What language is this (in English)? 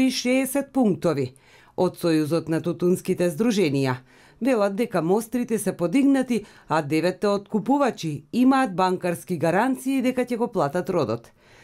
Macedonian